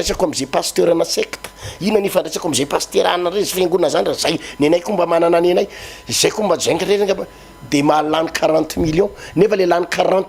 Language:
Malagasy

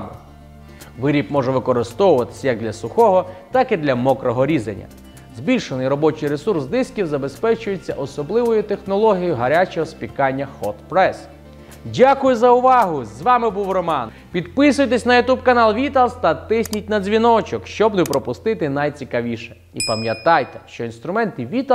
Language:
Ukrainian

